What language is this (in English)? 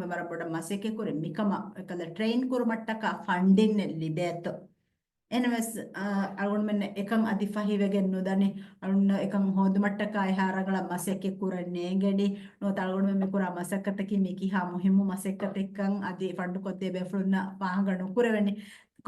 Divehi